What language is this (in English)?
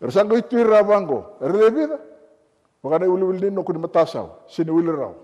Fijian